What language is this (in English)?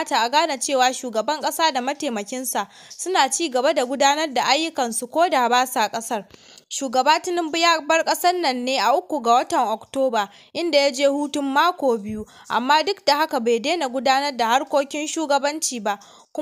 Hausa